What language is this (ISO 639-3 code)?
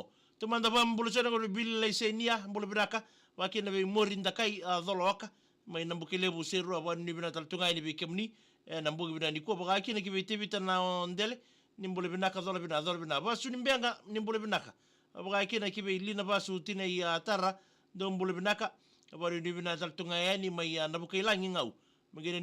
fij